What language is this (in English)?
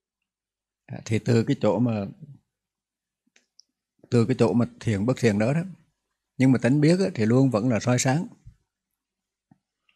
Vietnamese